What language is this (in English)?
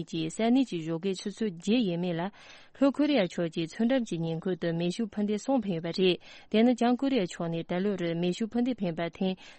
Tibetan